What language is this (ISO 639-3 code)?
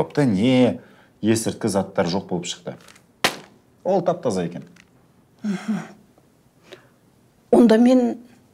kaz